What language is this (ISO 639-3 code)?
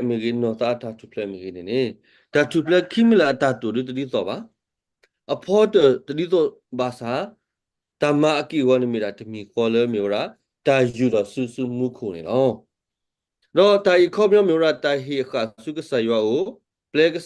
ksw